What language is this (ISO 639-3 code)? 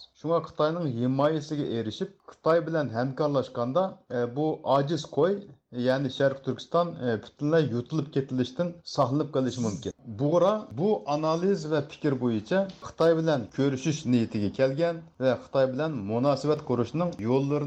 uig